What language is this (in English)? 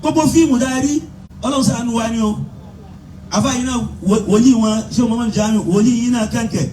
Yoruba